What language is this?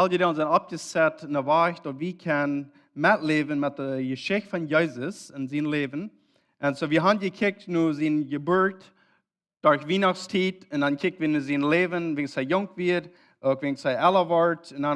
Plautdietsch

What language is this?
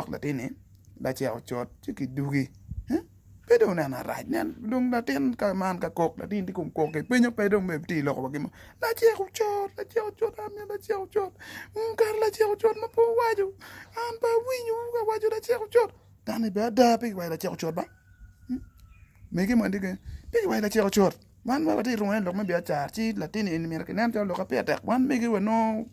Acoli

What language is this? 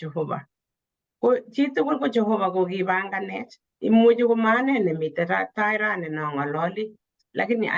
Kalenjin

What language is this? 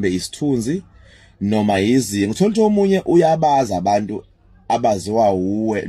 Zulu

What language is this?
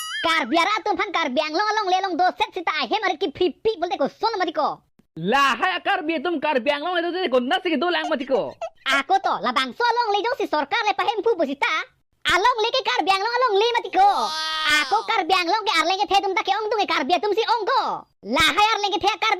Karbi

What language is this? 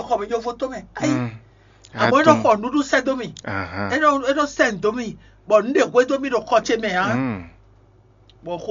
Fon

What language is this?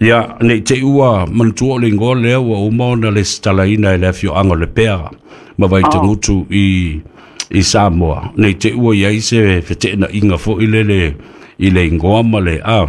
Samoan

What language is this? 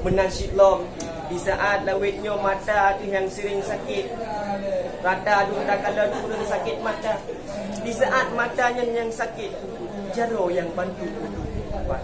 Achinese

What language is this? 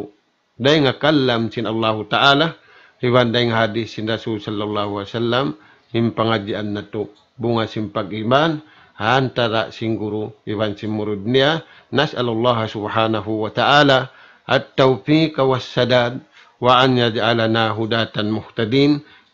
Tausug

